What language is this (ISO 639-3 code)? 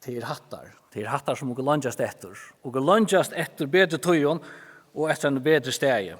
fao